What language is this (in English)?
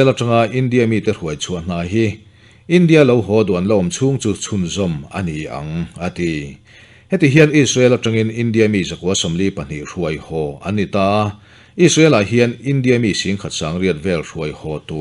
Mizo